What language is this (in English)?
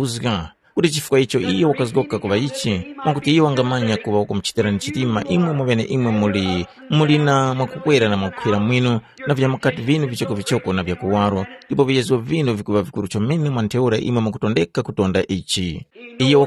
Tumbuka